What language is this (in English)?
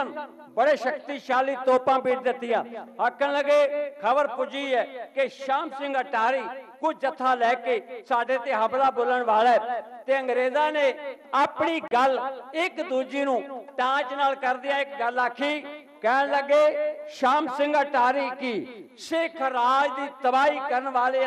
Punjabi